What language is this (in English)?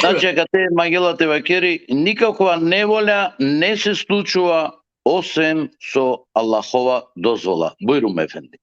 Balkan Romani